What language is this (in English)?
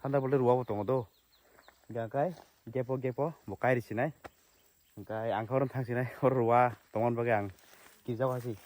Kok Borok